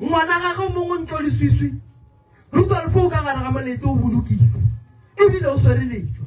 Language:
Northern Sotho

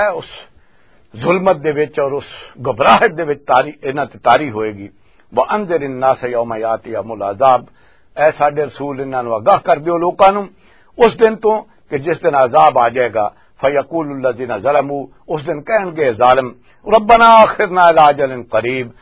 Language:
Western Panjabi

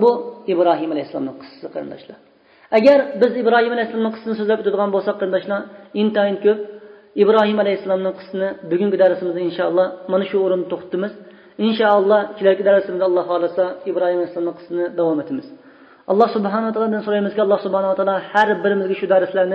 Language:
Uyghur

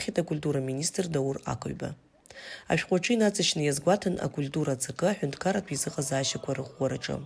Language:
Abkhazian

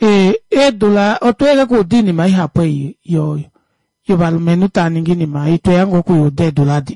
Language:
Kuanyama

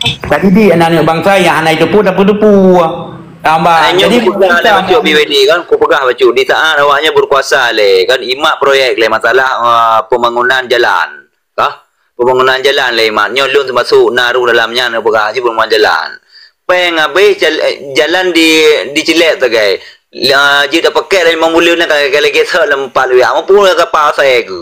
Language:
Achinese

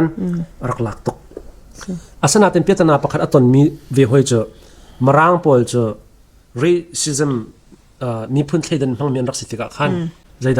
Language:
Hakha Chin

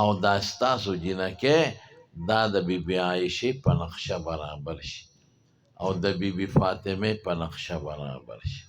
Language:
Pashto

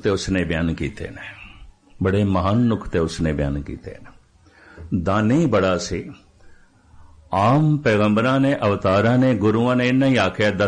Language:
Punjabi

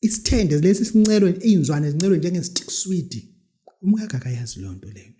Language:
Zulu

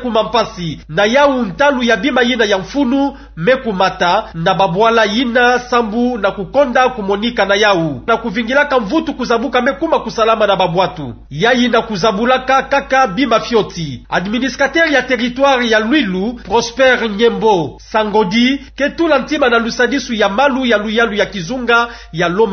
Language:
Kituba (Democratic Republic of Congo)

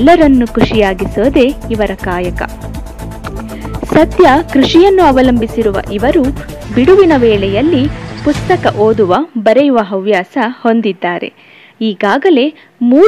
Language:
Kannada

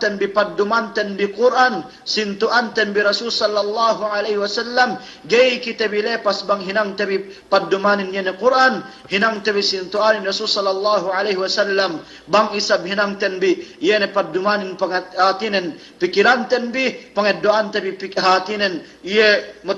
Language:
Yakan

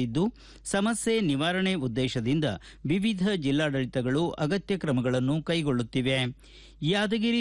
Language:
Kannada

